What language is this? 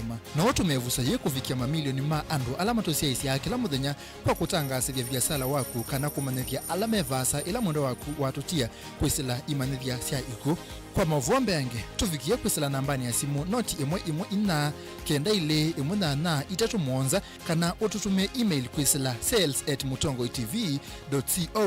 Kamba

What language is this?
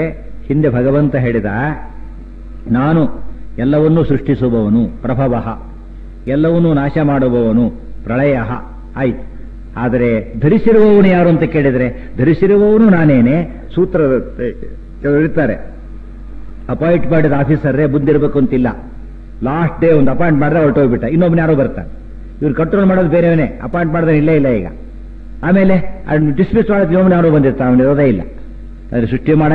Kannada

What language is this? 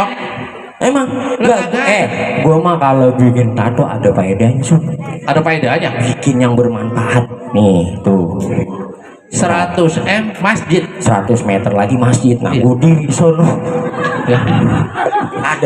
Betawi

